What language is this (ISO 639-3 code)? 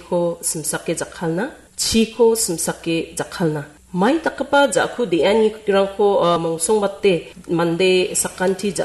grt